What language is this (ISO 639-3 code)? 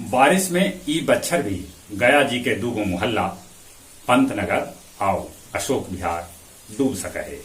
mag